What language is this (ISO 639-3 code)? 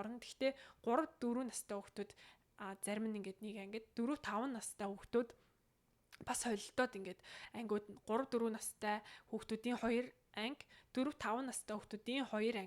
mon